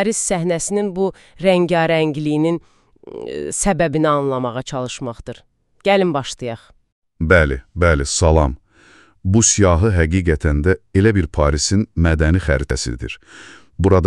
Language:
Azerbaijani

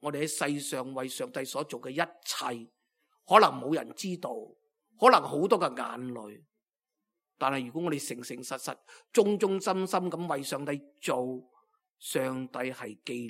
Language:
Cantonese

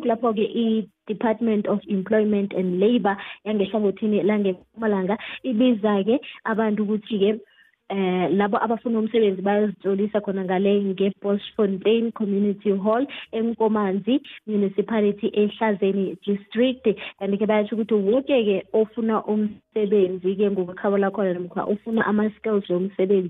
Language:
South Ndebele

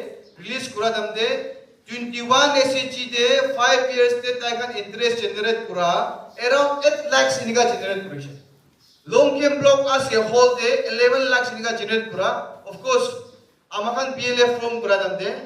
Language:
Naga Pidgin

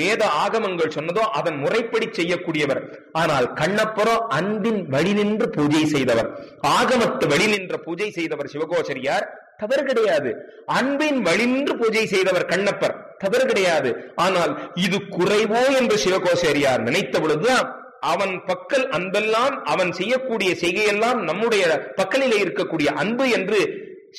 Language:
Tamil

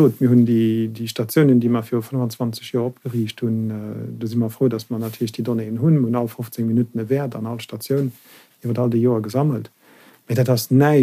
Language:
Luxembourgish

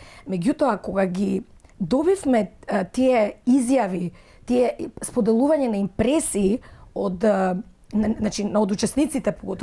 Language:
Macedonian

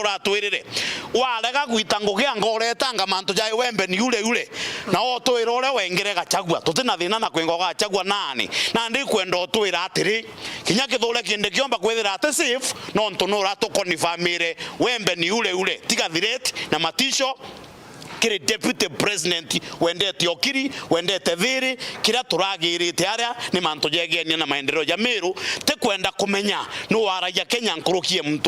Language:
Meru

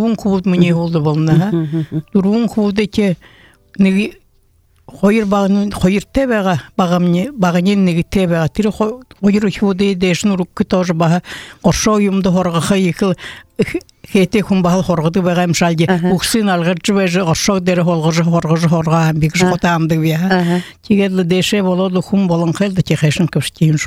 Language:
Buriat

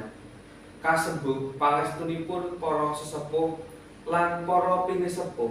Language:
Javanese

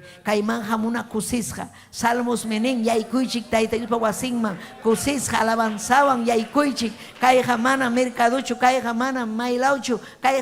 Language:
Ayacucho Quechua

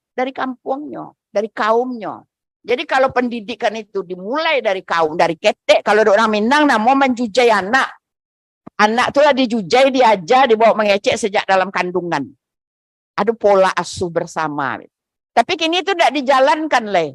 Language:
Minangkabau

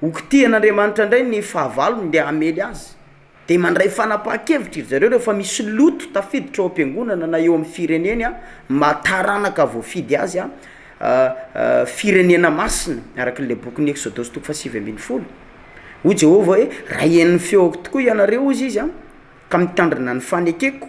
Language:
Malagasy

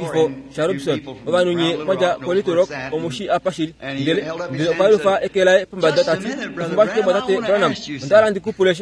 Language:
Kuanyama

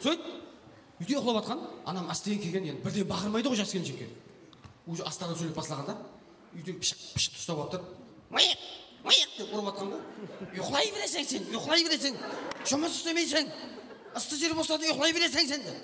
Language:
Kara-Kalpak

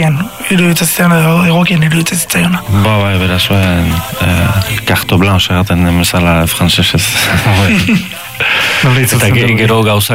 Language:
Basque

